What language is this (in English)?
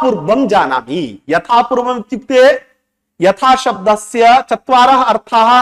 Sanskrit